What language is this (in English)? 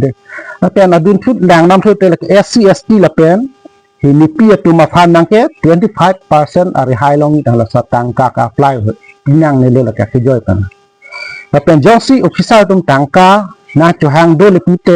Karbi